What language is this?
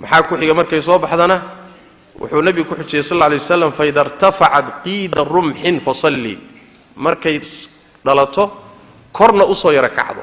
Somali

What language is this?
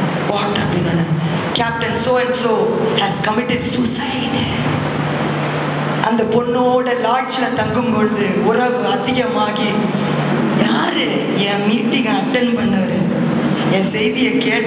Tamil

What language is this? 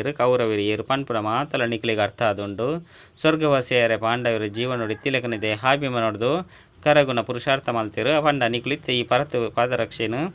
Tulu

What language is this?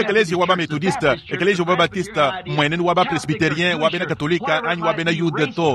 Luba-Lulua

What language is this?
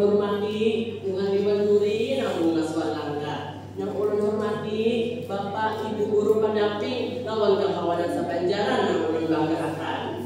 Banjar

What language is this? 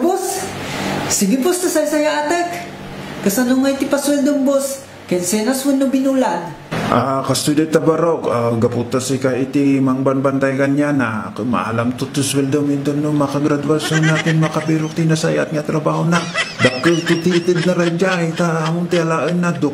Iloko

